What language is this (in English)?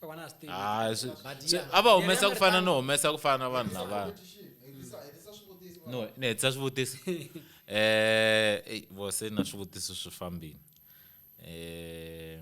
Tsonga